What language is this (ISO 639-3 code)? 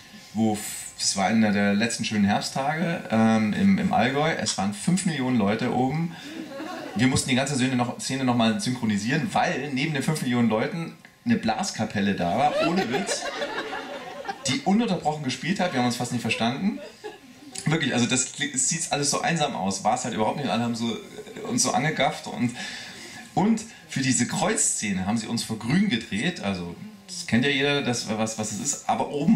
deu